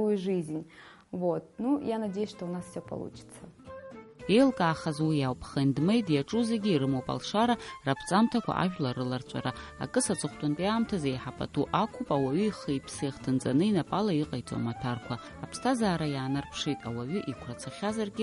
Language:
Abkhazian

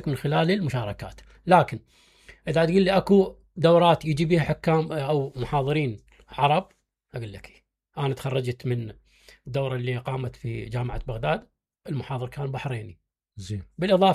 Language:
Mesopotamian Arabic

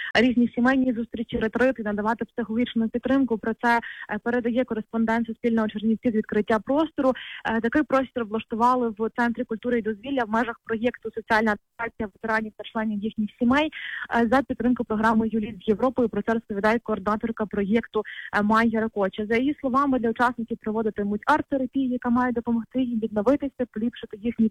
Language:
Ukrainian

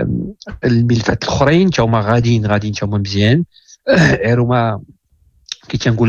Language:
Moroccan Arabic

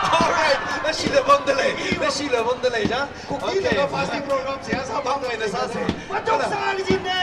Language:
Tangkhul Naga (India)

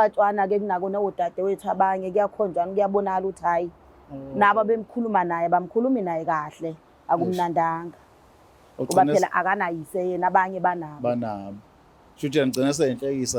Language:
Zulu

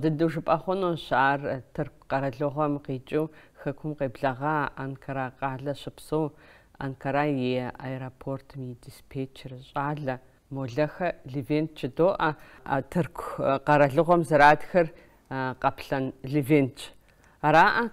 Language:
Kabardian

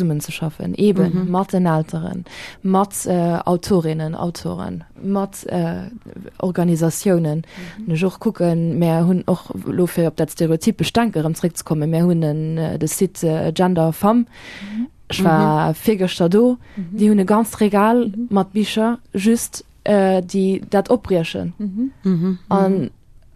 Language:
Luxembourgish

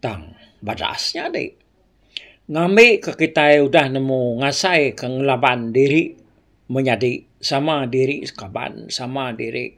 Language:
Iban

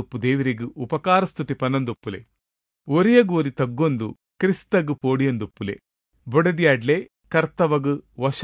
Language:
Tulu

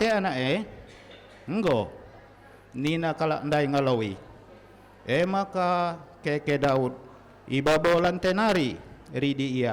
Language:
Batak Karo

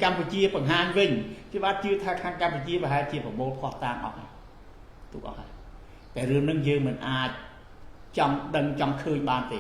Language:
Khmer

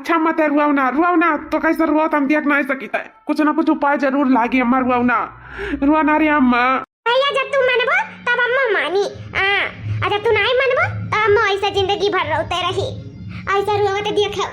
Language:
Awadhi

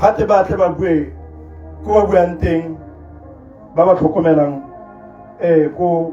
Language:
Tswana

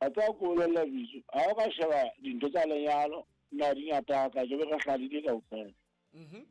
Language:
Southern Sotho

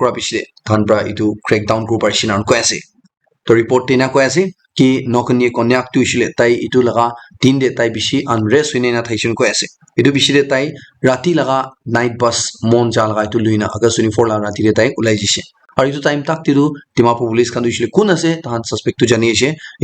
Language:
Naga Pidgin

